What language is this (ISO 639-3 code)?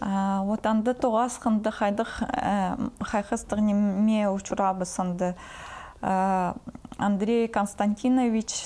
kjh